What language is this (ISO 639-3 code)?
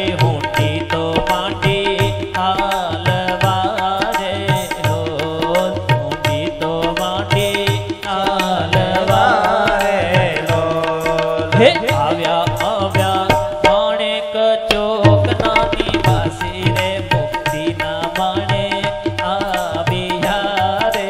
guj